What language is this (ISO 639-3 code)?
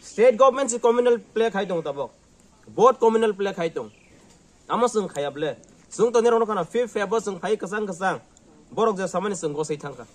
trp